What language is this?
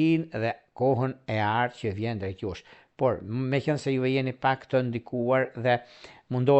Albanian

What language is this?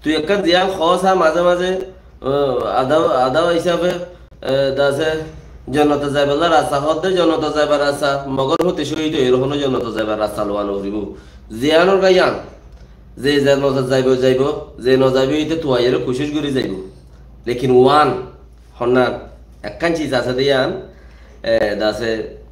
Rohingya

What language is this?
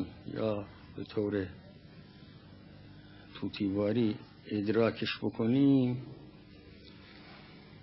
Persian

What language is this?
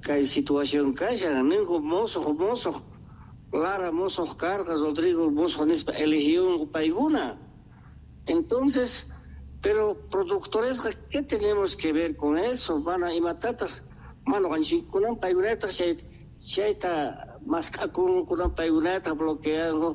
Quechua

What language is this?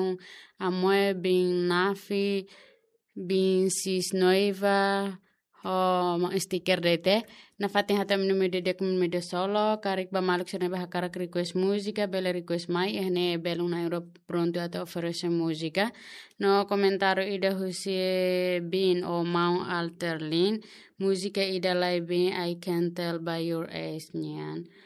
Tetum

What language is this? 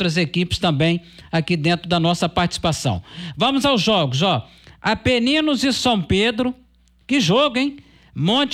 Portuguese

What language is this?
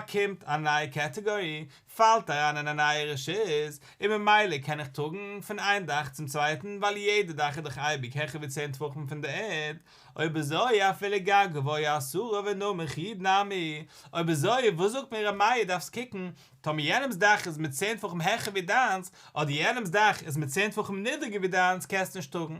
Yiddish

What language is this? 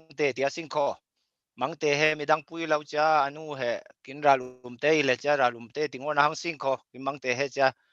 Falam Chin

